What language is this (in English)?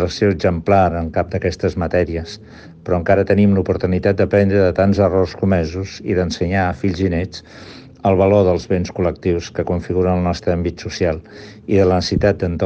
Catalan